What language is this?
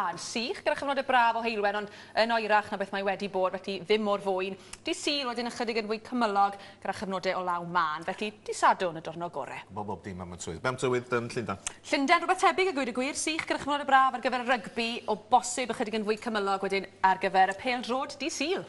Welsh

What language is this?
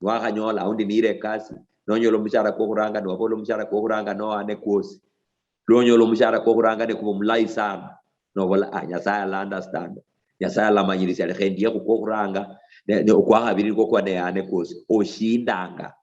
Luyia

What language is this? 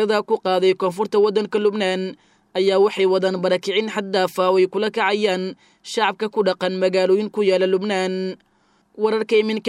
Somali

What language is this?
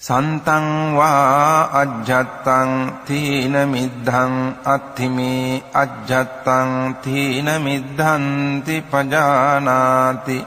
Pali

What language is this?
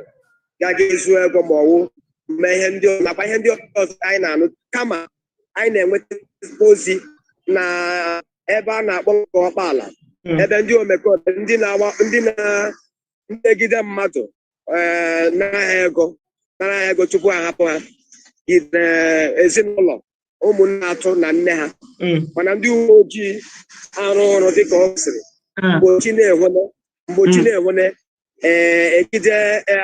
Igbo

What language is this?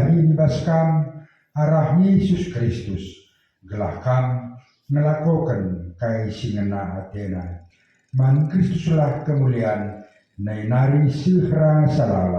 Batak Karo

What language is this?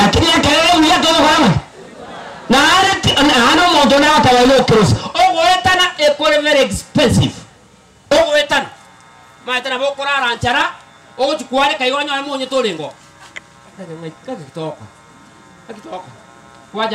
Gusii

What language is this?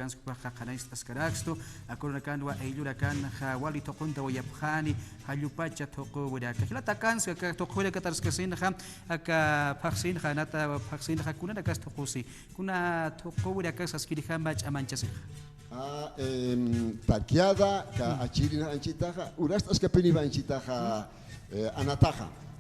Aymara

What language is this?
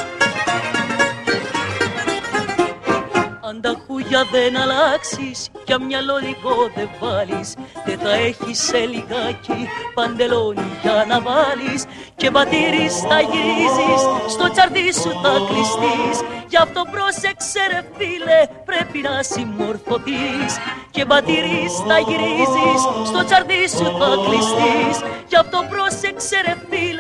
Greek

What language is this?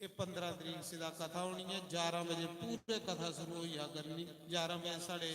Dogri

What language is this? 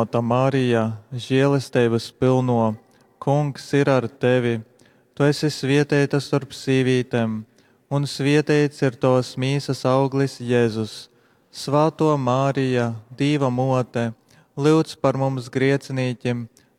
Latgalian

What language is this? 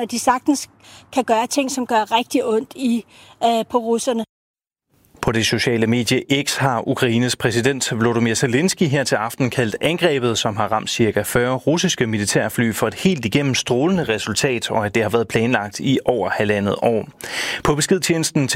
Danish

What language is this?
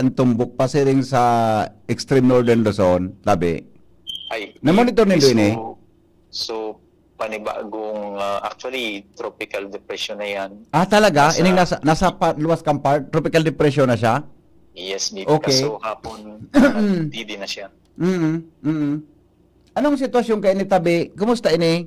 Bikol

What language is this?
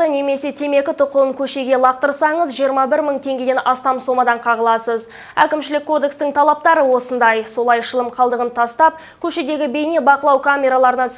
Kazakh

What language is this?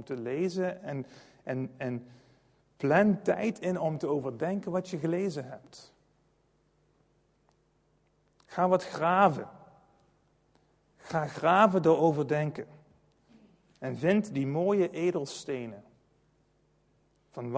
Dutch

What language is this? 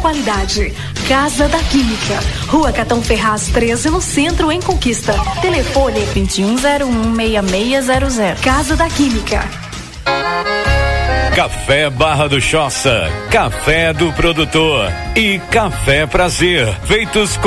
Portuguese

